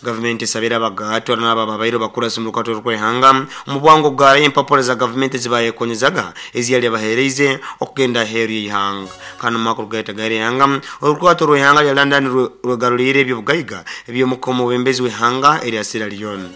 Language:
Nyoro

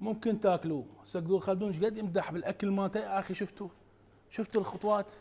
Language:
Mesopotamian Arabic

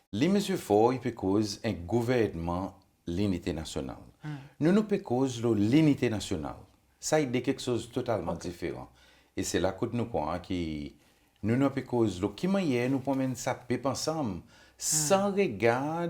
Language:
Seselwa Creole French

